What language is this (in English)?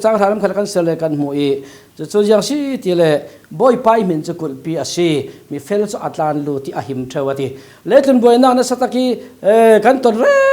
Falam Chin